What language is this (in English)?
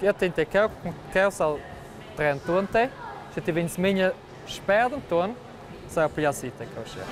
Romansh